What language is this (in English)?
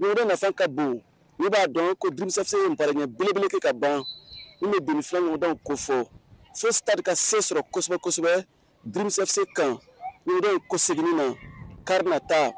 Bambara